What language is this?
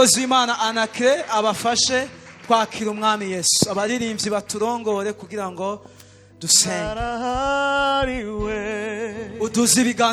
Rundi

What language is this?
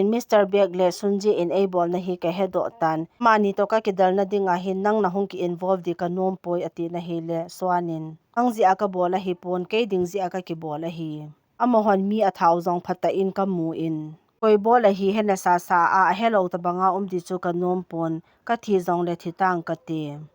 Thado Chin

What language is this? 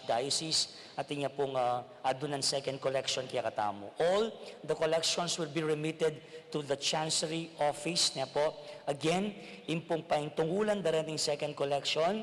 Pampanga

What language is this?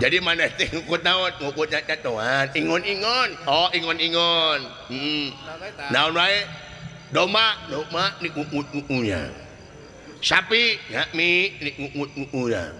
Sundanese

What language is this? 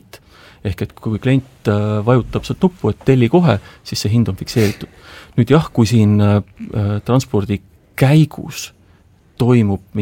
Estonian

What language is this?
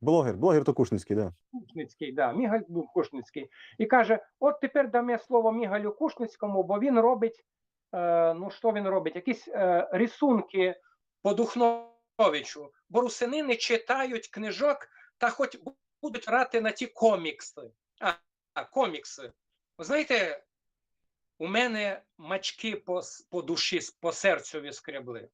Rusyn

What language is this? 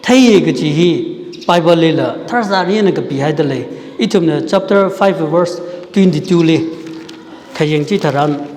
Tangkhul Naga (India)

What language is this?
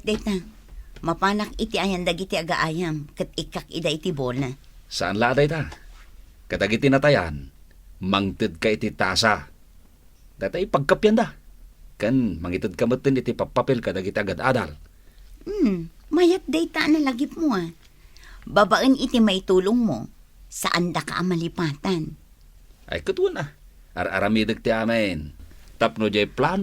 Iloko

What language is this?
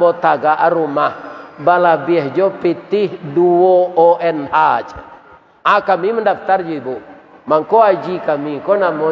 Minangkabau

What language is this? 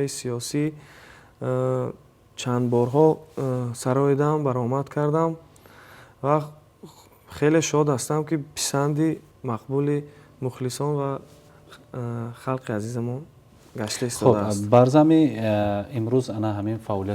Tajik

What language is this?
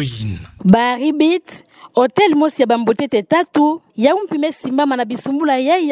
Kituba (Democratic Republic of Congo)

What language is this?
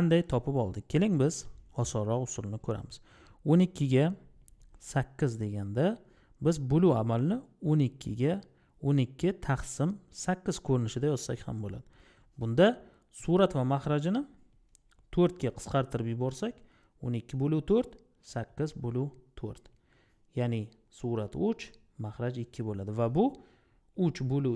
Uzbek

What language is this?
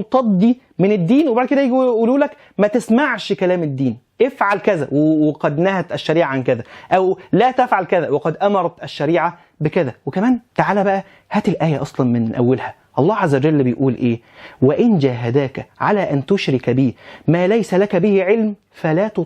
Egyptian Arabic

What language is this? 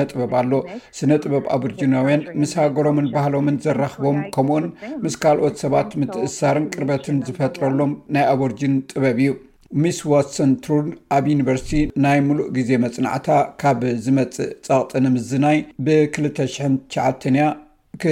Tigrinya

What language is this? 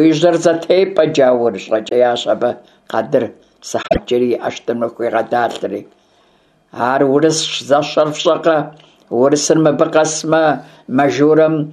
Kabardian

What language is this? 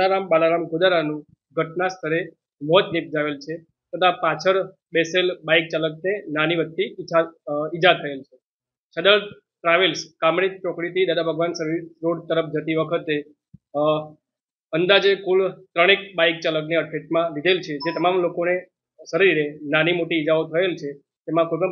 Gujarati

